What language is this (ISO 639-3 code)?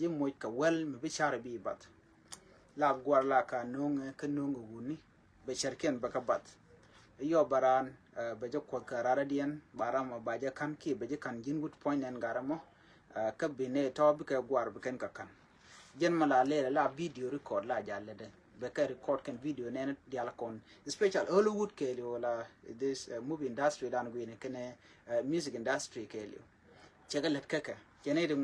nus